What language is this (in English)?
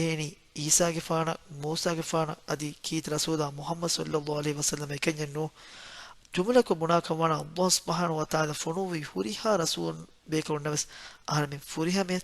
Divehi